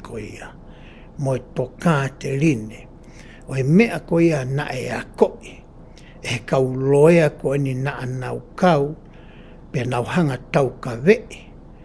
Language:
Tongan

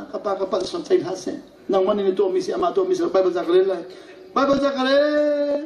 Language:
Hakha Chin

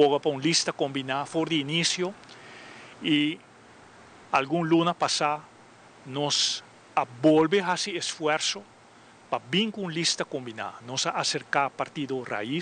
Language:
Papiamento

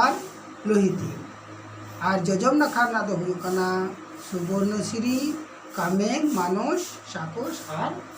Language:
Santali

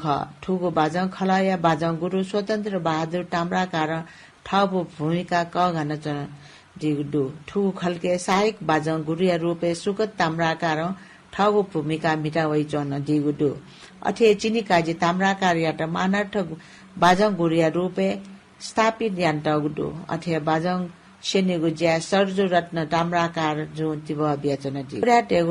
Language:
Newari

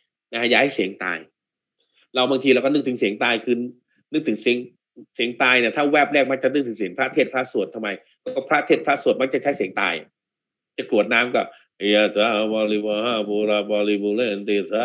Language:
Thai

